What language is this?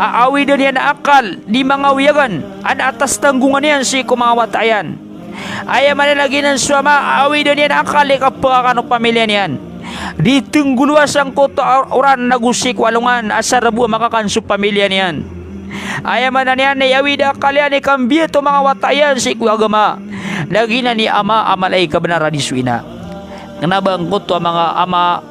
Maranao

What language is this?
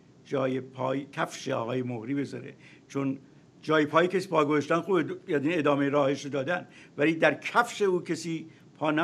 Persian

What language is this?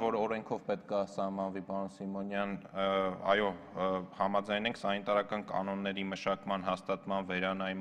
Armenian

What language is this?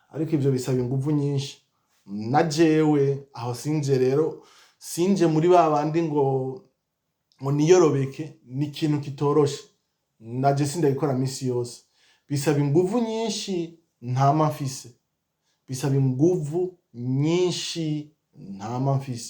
Rundi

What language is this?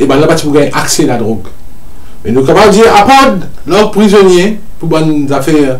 Morisyen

